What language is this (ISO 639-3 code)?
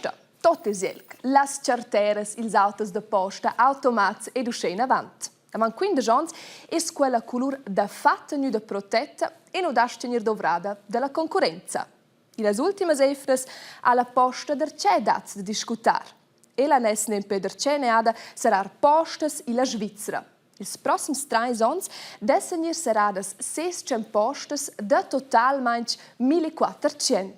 roh